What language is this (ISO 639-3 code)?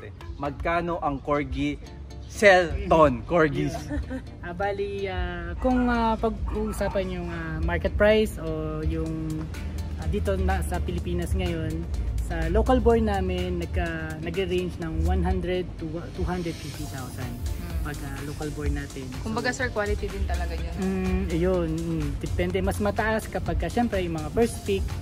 fil